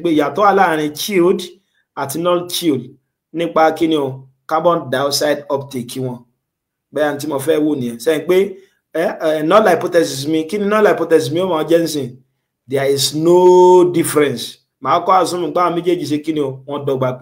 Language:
Yoruba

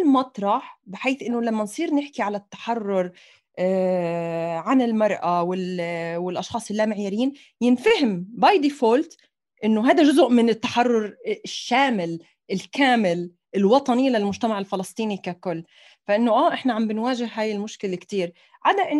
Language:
North Levantine Arabic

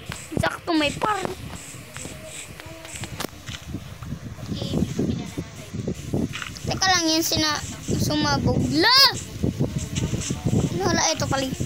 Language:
Filipino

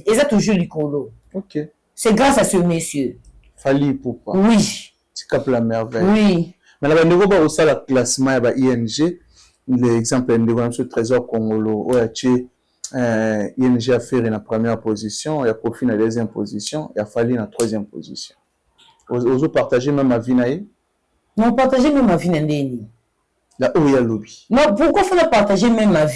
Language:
Lingala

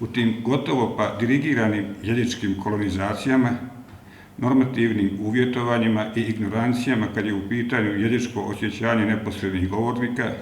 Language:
Bosnian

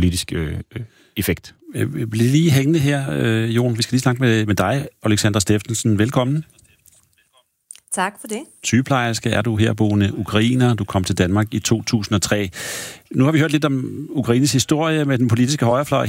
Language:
Danish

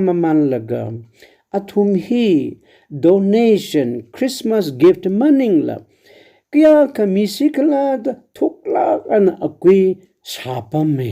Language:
Tangkhul Naga (India)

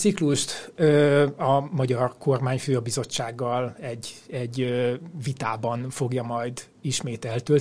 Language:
Hungarian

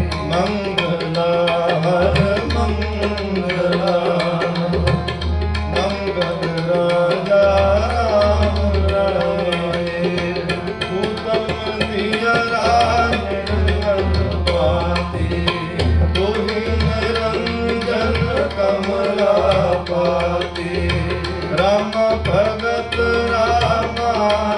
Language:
Punjabi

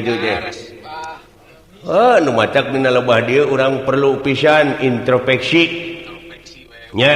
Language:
Sundanese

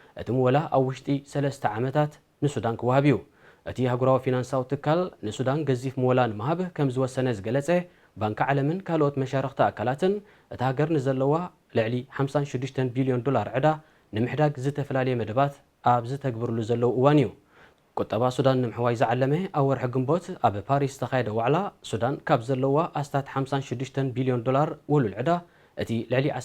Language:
Tigrinya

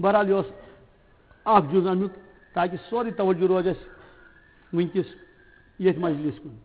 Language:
Kashmiri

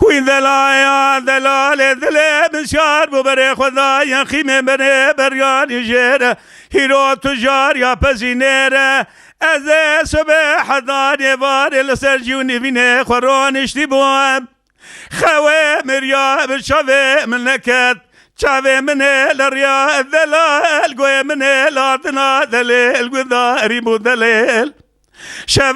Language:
Kurdish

